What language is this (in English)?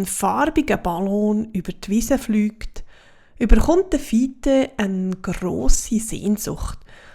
Swiss German